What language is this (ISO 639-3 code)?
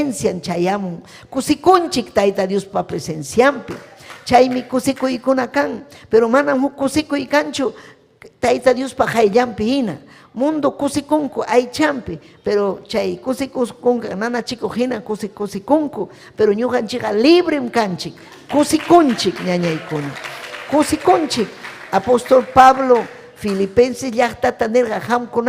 quy